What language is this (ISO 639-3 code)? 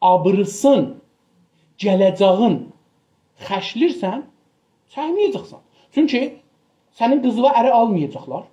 azb